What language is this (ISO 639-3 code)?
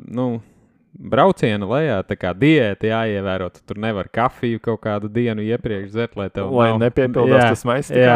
lav